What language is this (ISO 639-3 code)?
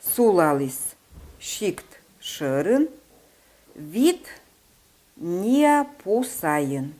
kom